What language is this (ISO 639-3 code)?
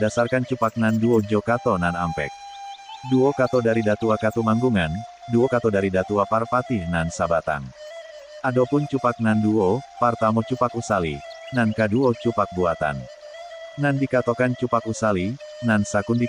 min